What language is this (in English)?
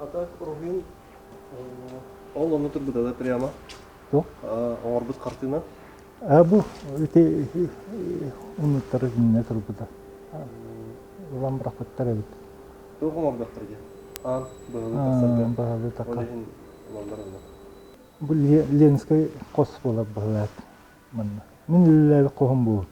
Yakut